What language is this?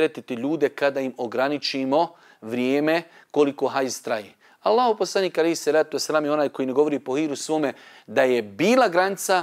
Bosnian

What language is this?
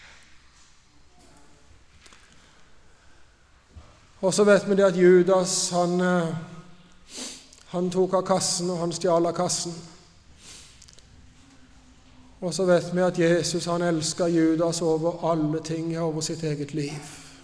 Norwegian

